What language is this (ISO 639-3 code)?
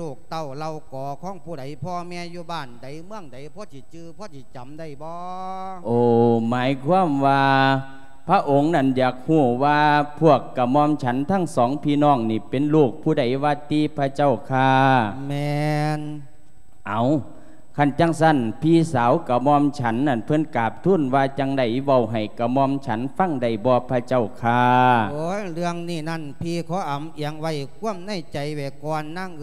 lao